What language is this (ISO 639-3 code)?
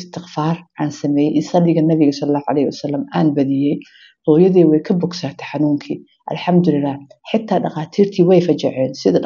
som